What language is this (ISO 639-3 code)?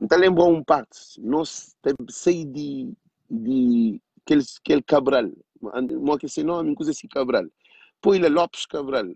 kea